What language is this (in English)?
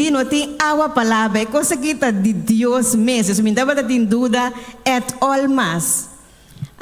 Papiamento